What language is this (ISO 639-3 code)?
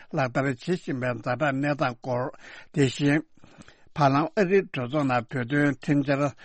bod